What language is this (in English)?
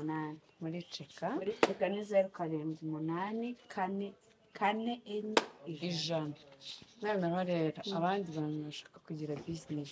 Kinyarwanda